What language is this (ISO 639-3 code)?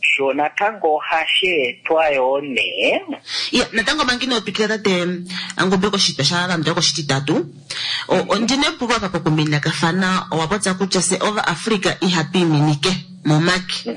kua